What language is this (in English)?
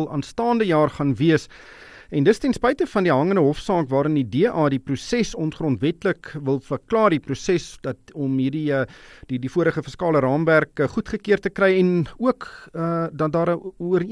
Afrikaans